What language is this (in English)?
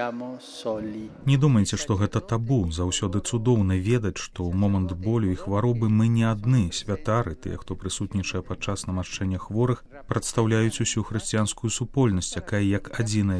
Belarusian